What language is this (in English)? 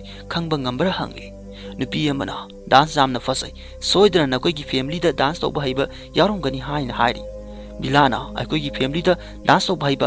Manipuri